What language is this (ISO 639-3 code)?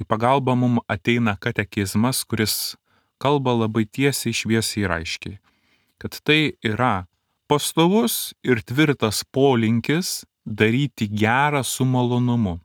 lit